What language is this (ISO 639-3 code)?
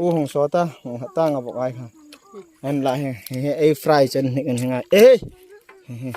hmr